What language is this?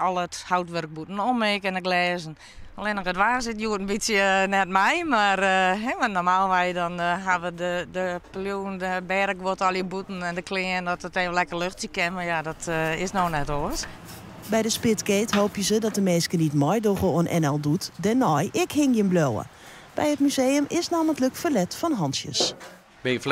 Western Frisian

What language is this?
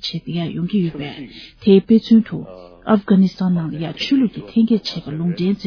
Tibetan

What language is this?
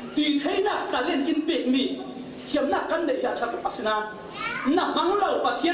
Falam Chin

